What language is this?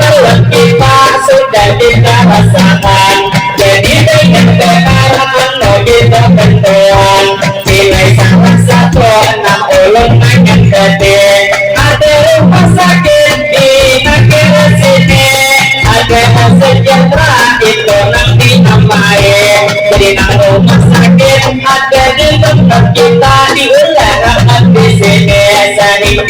Banjar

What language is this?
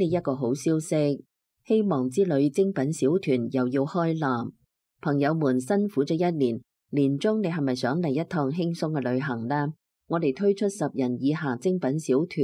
Cantonese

